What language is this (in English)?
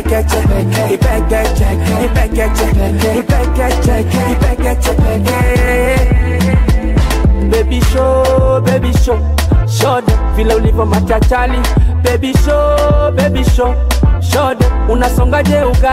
Swahili